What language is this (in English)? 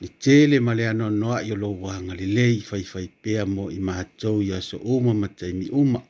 Samoan